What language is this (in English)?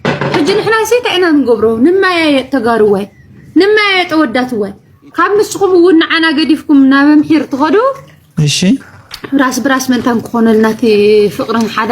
Tigrinya